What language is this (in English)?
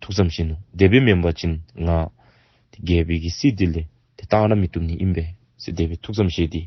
Dzongkha